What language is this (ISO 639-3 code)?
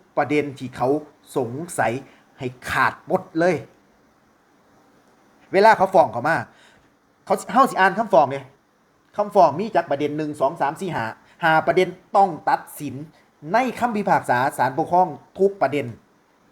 lao